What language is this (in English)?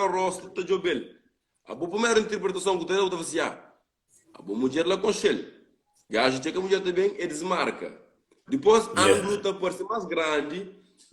Kabuverdianu